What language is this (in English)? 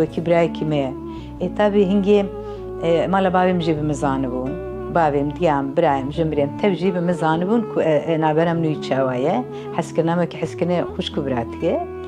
Kurdish